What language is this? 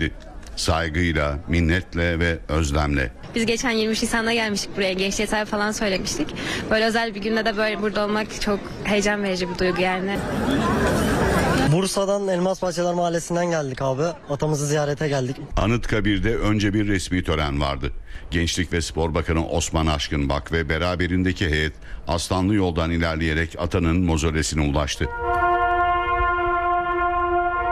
Turkish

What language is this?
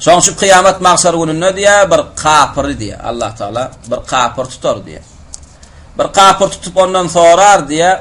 Turkmen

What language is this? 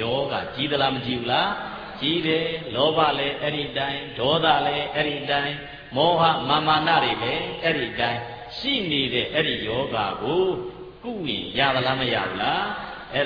Burmese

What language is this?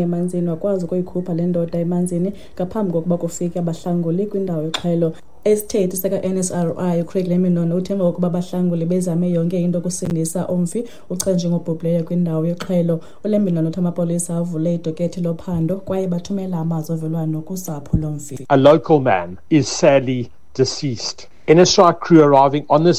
Xhosa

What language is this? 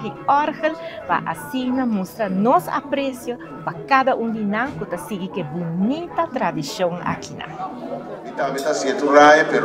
Papiamento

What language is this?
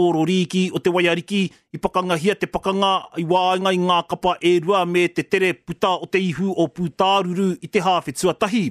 Māori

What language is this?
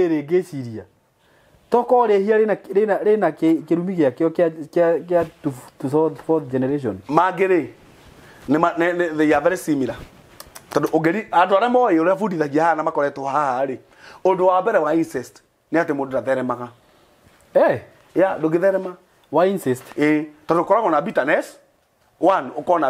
Kikuyu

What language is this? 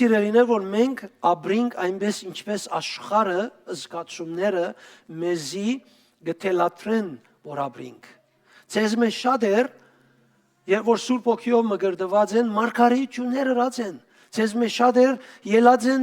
Western Armenian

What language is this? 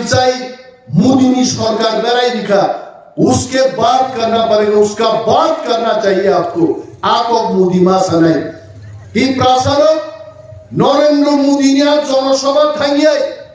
Kok Borok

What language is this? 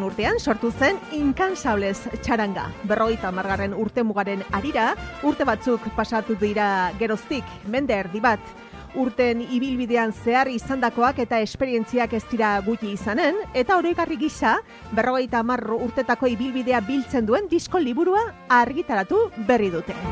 Basque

